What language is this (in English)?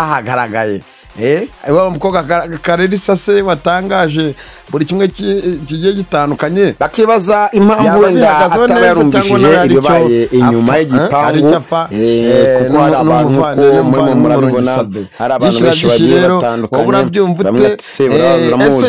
Kinyarwanda